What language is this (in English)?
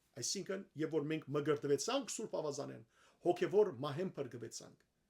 Western Armenian